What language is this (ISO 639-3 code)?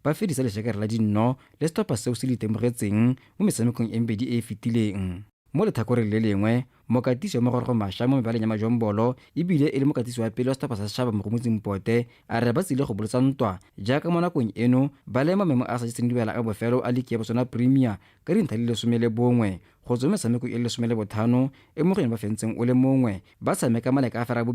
tsn